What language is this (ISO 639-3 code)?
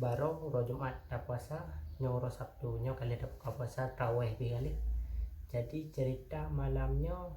ace